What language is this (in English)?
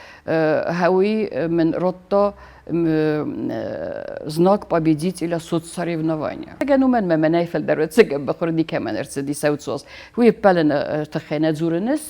Ossetic